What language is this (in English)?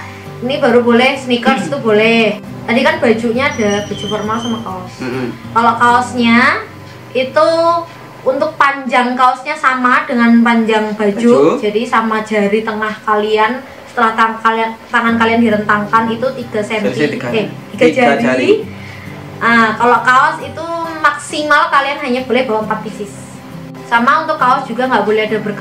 Indonesian